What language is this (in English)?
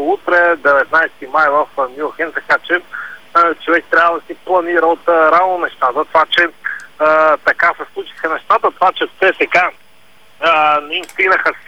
Bulgarian